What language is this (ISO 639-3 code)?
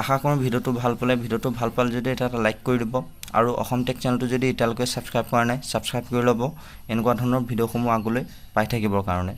asm